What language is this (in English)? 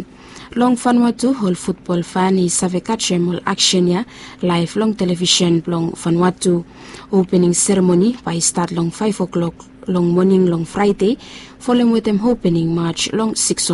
Bislama